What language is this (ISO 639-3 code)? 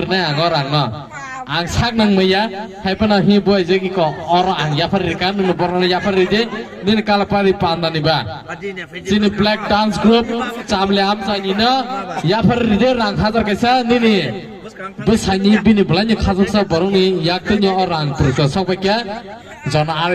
trp